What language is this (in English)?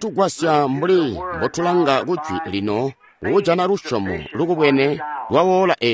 Tonga (Zambia)